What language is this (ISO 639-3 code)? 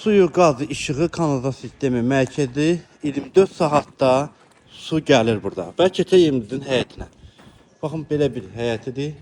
aze